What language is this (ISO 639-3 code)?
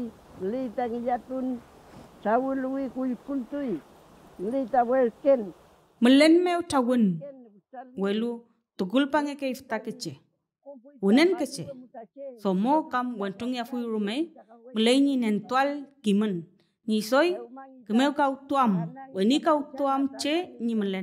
arn